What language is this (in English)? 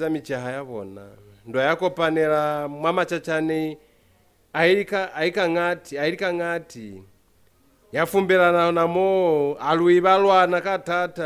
Lozi